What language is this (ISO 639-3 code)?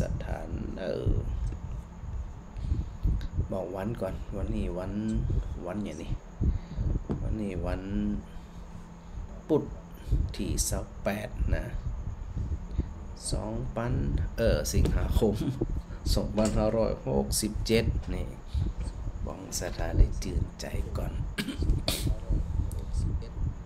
tha